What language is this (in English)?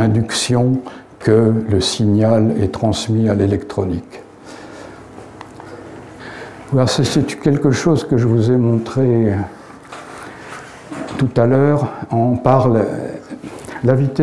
French